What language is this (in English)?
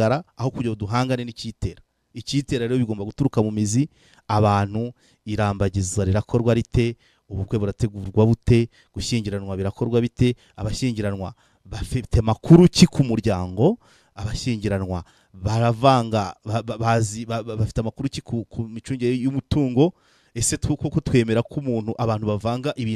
Kinyarwanda